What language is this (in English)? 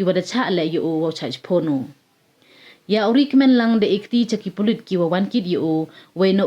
Pnar